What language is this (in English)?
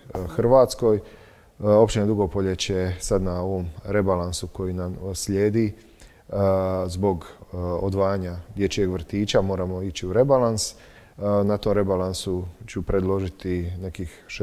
Croatian